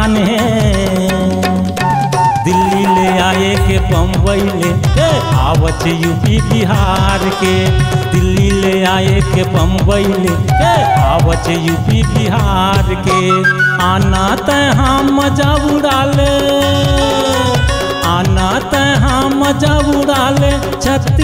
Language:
Chhattisgarhi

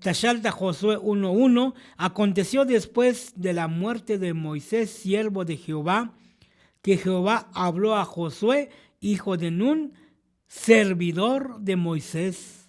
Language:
Tzotzil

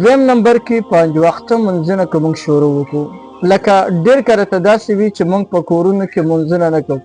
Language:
Pashto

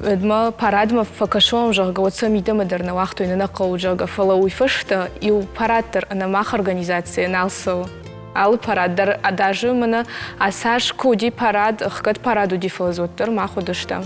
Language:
Ossetic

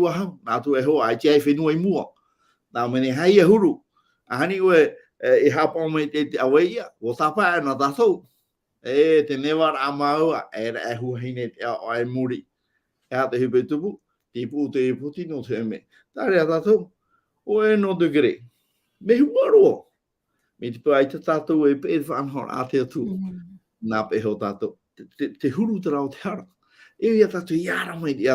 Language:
Tahitian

